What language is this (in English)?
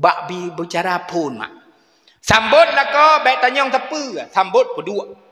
Achinese